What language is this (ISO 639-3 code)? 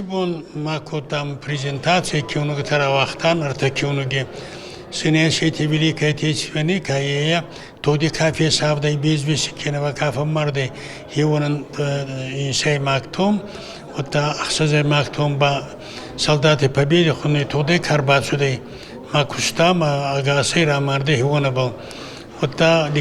oss